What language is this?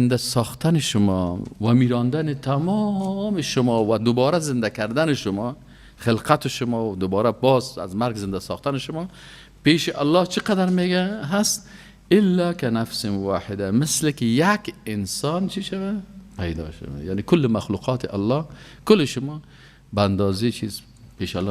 Persian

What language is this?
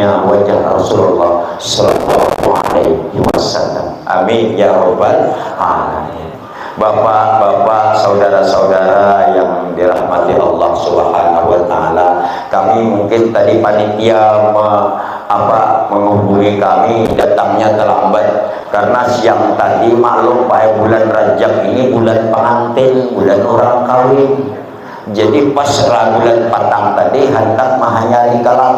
Banjar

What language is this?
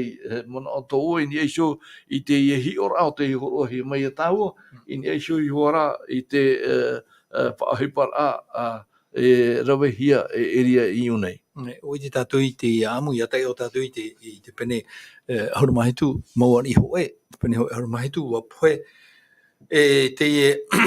Tahitian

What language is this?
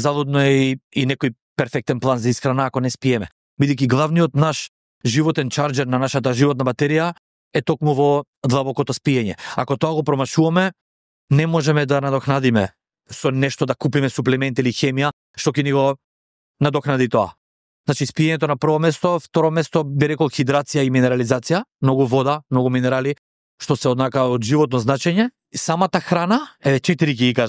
Macedonian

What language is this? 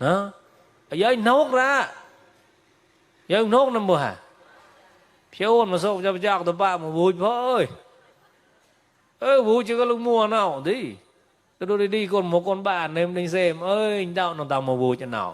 Mon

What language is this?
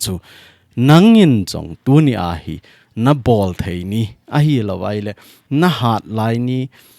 Thado Chin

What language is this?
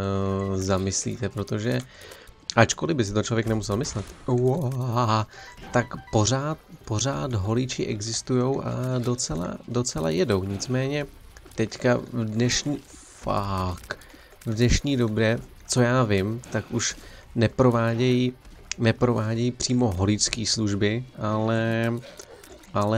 Czech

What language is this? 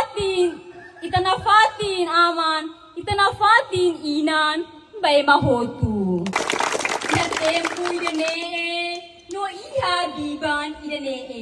Tetum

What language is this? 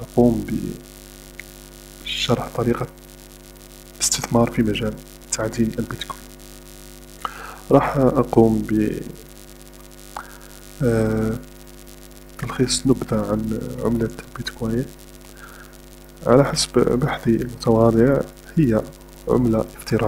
Arabic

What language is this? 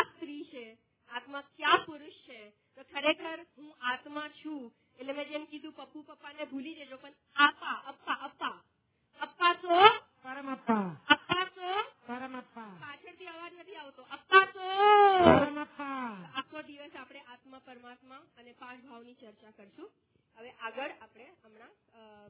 Gujarati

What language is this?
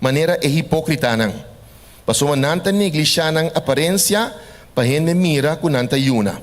Papiamento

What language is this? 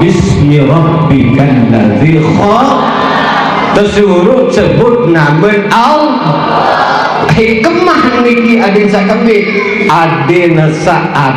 Sasak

